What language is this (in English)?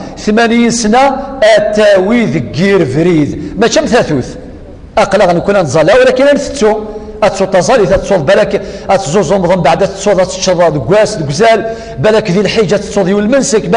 Kabyle